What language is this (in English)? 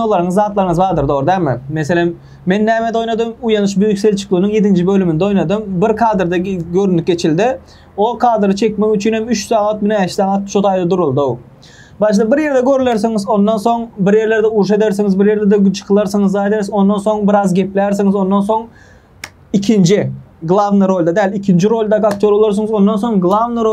Turkmen